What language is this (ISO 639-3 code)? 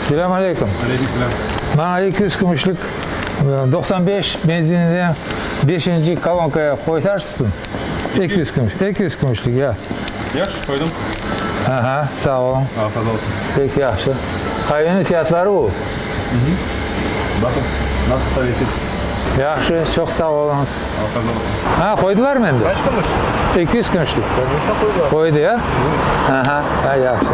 crh